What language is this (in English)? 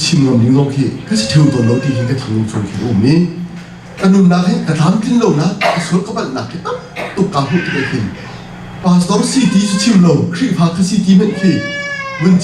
Hakha Chin